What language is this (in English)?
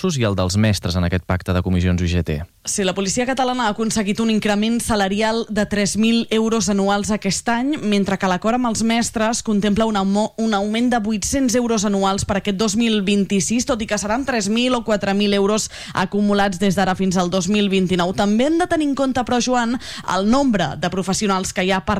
Catalan